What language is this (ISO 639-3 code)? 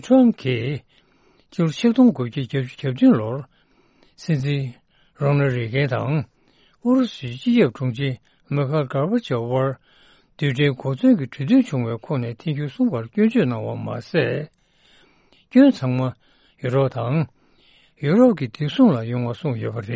bod